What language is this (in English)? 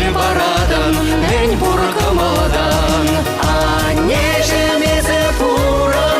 Chuvash